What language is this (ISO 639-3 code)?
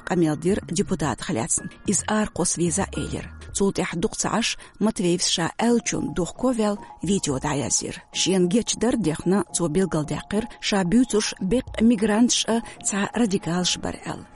che